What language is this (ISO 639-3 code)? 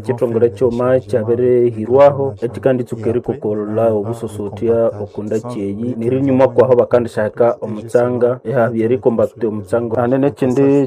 nnb